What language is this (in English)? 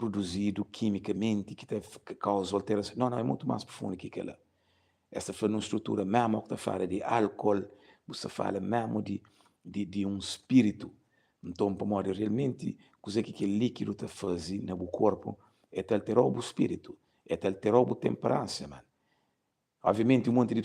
Kabuverdianu